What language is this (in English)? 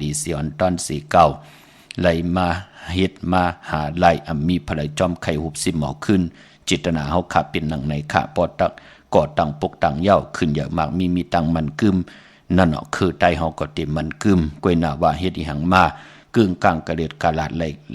Shan